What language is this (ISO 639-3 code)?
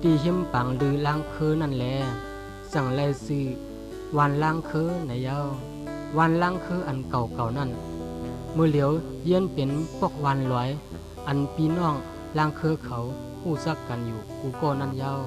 shn